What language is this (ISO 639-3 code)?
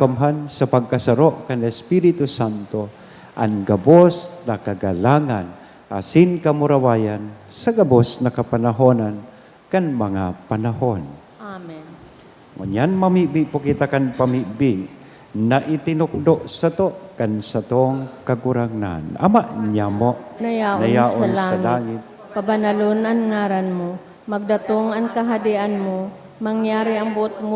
bik